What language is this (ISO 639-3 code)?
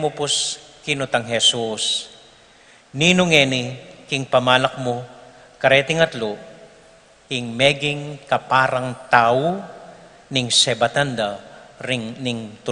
pam